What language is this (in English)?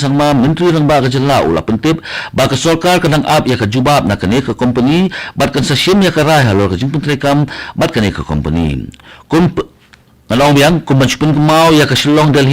Khasi